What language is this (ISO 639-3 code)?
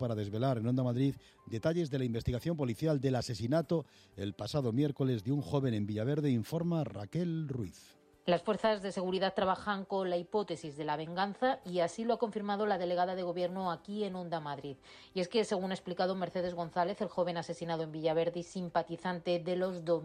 spa